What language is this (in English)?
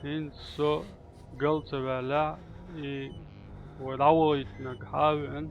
Chechen